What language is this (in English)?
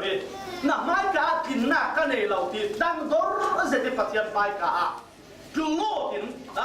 Falam Chin